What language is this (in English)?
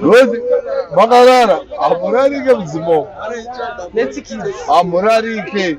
Shona